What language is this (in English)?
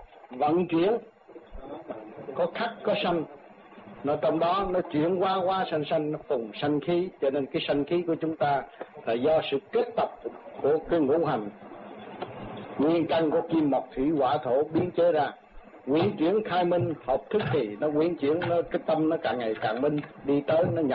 Vietnamese